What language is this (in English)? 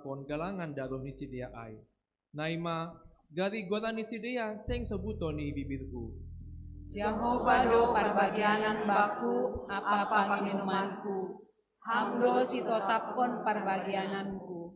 Batak Simalungun